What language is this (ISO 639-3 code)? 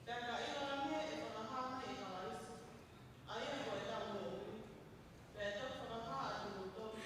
ton